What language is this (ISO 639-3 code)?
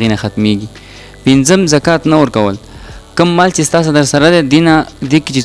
pus